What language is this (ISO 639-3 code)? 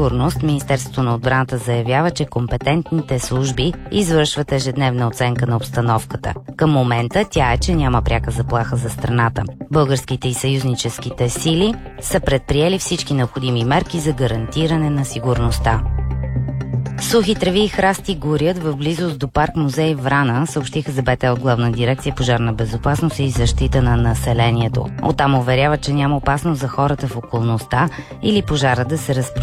bul